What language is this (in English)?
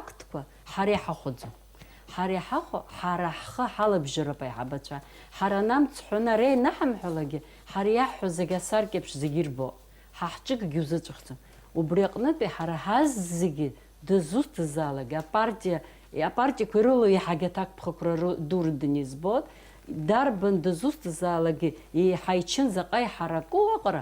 Abkhazian